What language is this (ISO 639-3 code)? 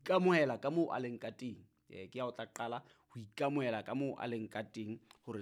sot